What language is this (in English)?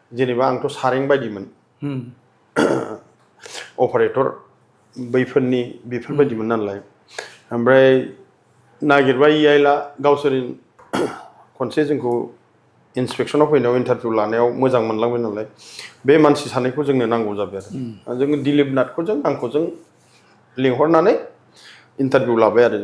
Bodo